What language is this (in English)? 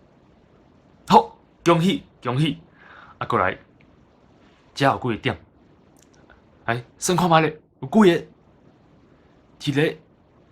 Min Nan Chinese